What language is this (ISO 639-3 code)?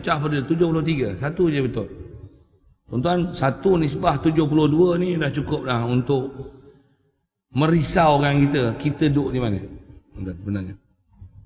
msa